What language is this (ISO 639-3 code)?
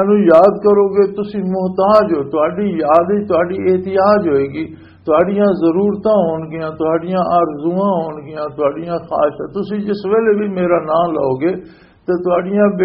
lah